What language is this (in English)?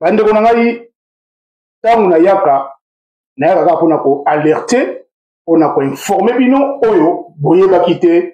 Lingala